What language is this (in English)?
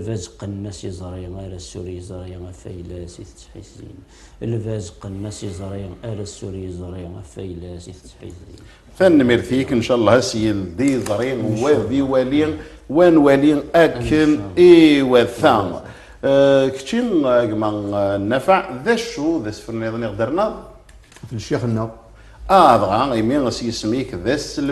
Kabyle